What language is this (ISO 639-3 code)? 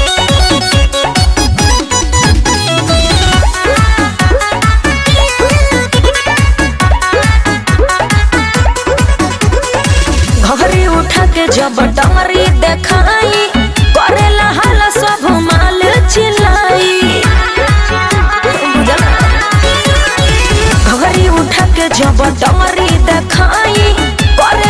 bho